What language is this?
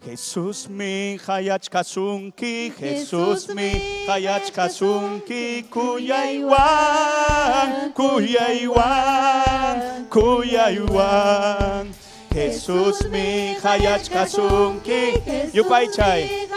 Ayacucho Quechua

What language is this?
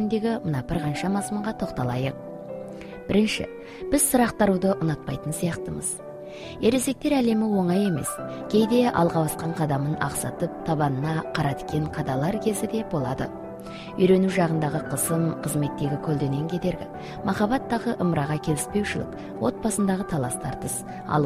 Kazakh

